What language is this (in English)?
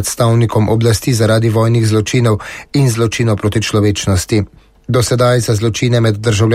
Slovenian